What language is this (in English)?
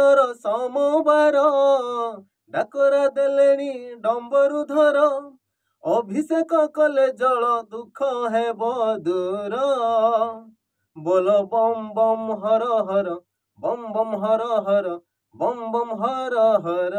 Odia